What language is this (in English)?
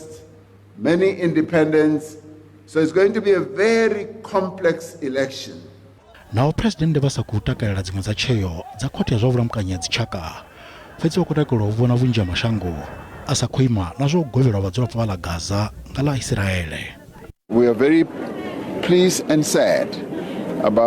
Venda